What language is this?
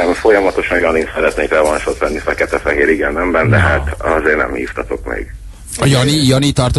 Hungarian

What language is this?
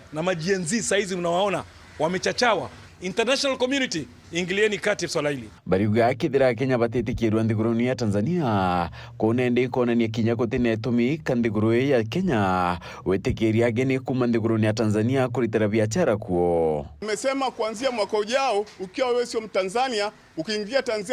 Meru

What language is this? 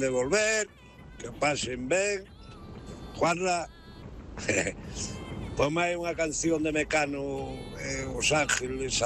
Galician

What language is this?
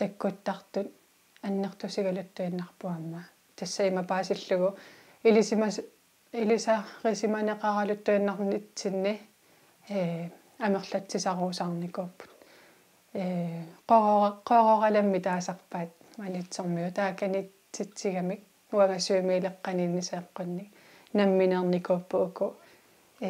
Kalaallisut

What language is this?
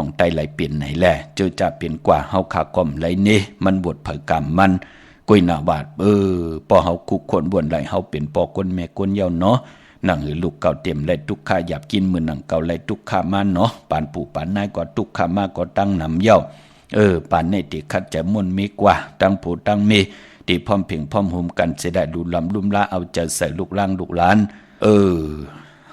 Shan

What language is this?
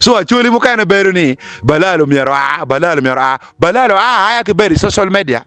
Acoli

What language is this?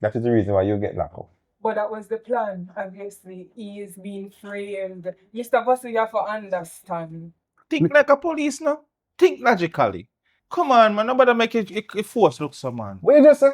Jamaican Creole English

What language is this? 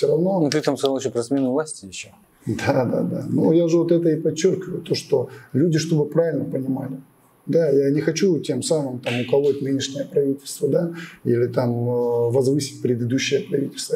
Russian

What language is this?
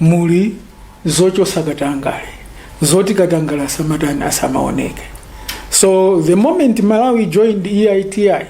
Nyanja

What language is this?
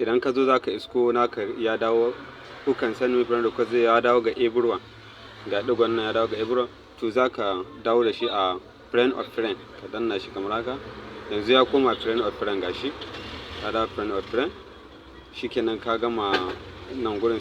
Hausa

